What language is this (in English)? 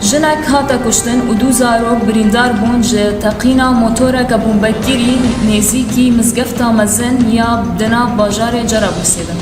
Kurdish